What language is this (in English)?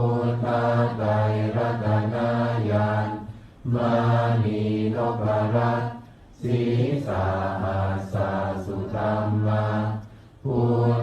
Pali